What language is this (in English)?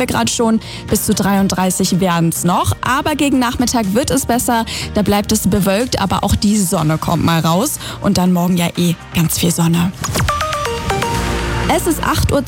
German